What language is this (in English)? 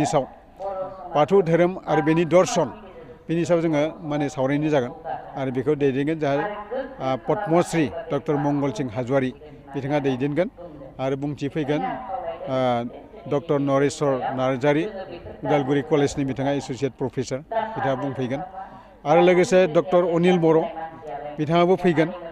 Bodo